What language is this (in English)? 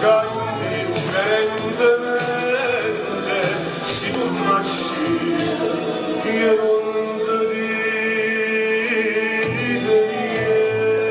Neapolitan